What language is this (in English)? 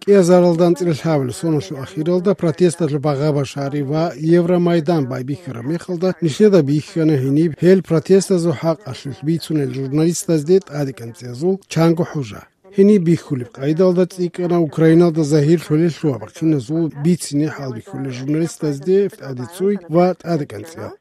Avaric